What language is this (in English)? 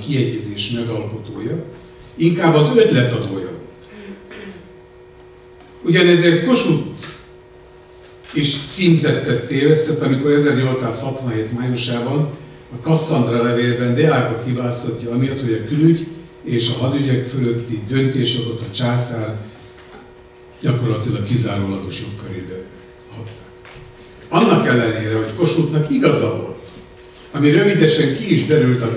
Hungarian